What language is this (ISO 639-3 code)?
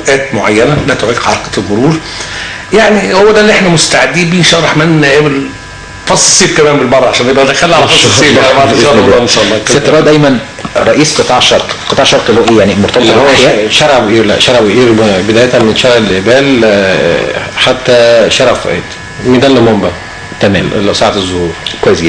arz